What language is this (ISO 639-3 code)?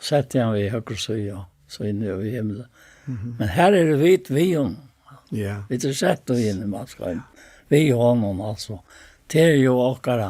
fao